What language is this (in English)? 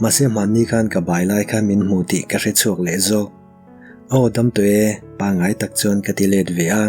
Mizo